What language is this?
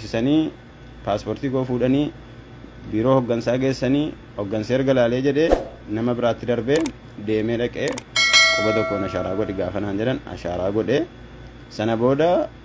Oromo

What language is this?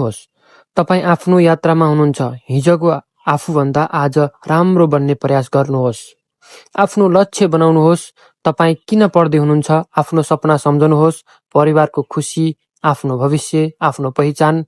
Nepali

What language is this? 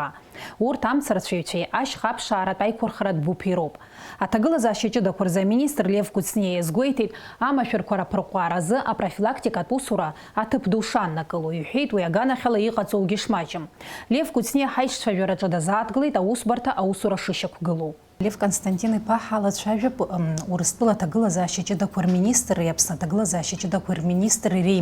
Abkhazian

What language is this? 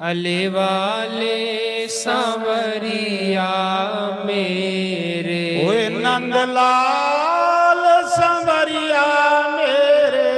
Dogri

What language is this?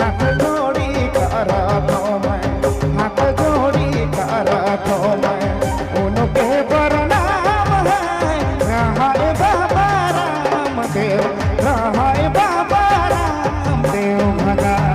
Sadri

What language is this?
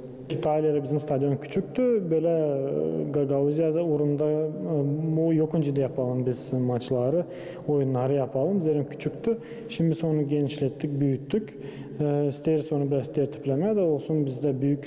Gagauz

